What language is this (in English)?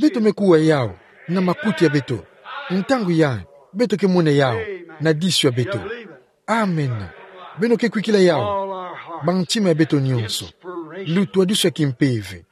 Kituba (Democratic Republic of Congo)